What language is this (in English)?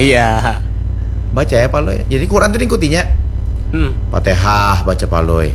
Banjar